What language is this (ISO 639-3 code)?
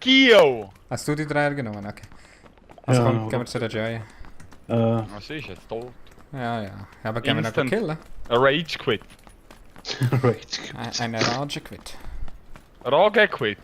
gsw